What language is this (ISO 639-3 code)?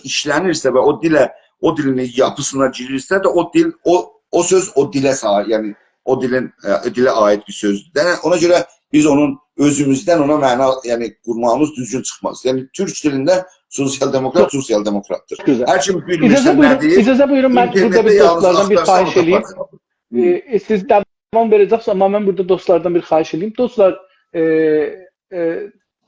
azb